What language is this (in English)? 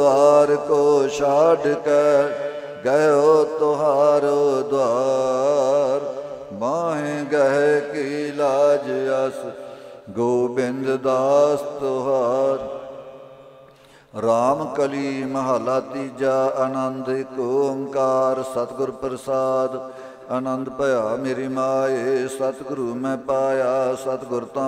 Punjabi